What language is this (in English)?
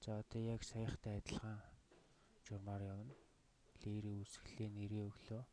Mongolian